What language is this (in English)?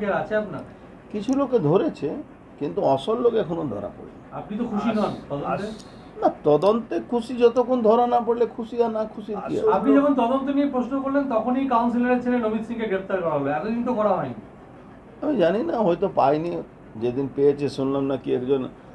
Bangla